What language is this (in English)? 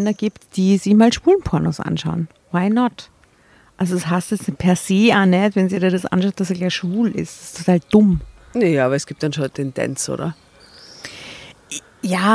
German